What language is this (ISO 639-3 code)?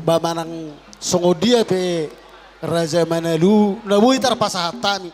bbc